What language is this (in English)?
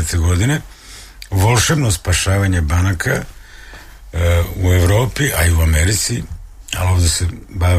Serbian